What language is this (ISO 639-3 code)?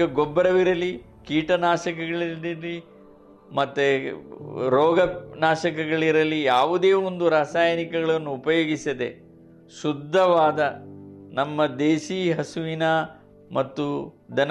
kan